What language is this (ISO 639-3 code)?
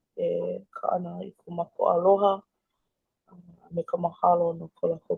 haw